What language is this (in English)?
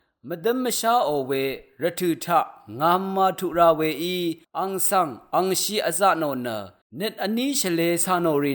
Rawang